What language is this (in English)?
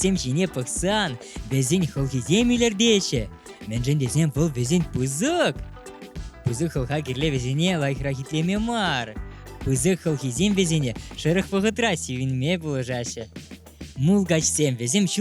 Chuvash